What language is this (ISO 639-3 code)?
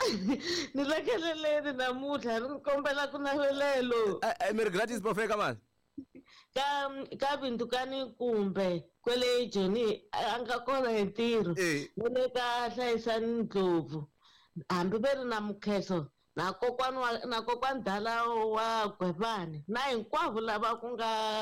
tso